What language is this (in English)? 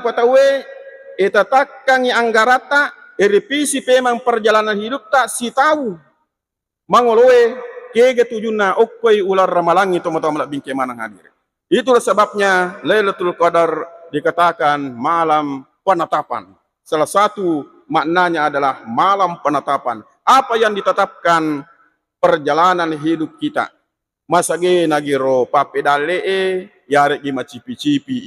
Buginese